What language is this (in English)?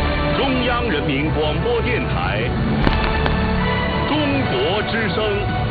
Chinese